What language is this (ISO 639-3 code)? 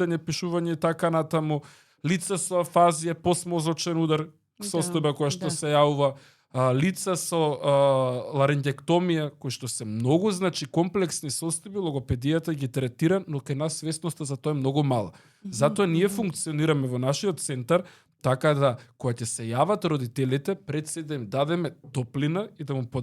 mkd